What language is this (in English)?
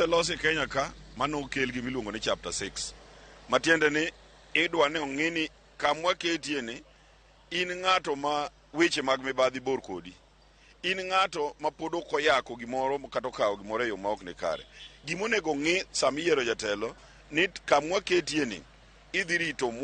Luo (Kenya and Tanzania)